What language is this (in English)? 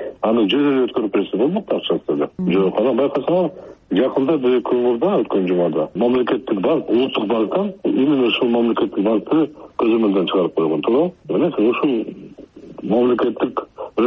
Kyrgyz